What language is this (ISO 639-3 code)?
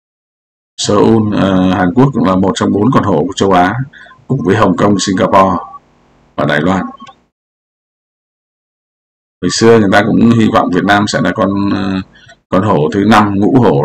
vie